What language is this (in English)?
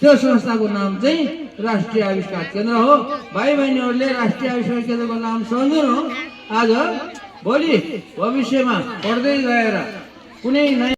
Nepali